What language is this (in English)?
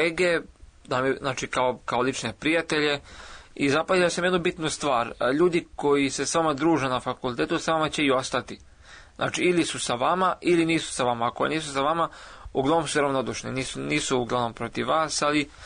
Serbian